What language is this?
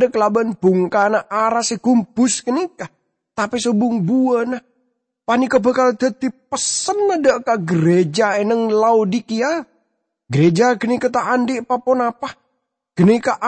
Madurese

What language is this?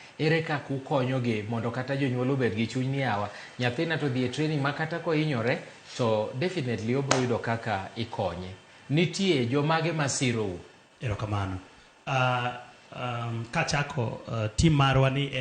Luo (Kenya and Tanzania)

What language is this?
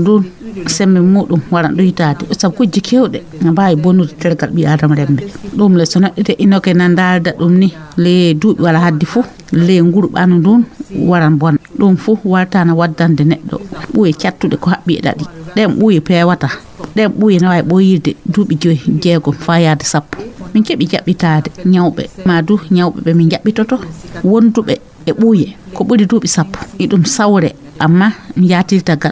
Fula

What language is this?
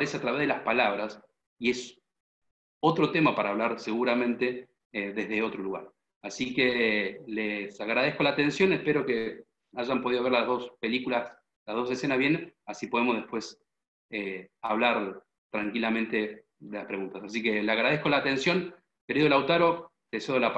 Spanish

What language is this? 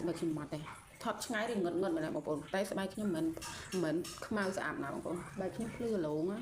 Khmer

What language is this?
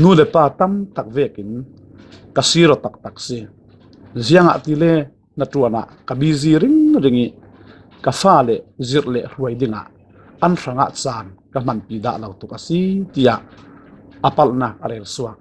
Falam Chin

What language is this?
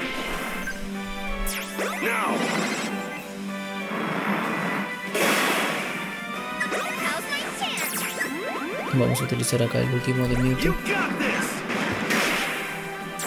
Spanish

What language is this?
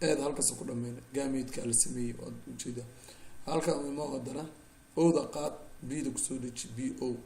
Somali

